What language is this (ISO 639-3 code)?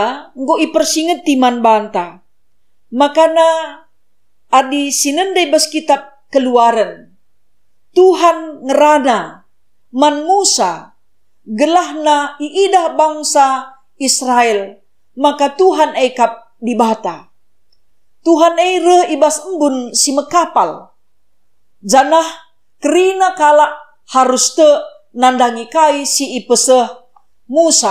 btx